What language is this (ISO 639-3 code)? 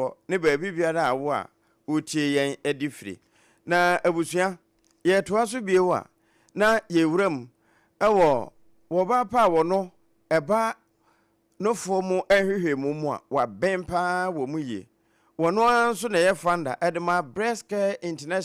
aka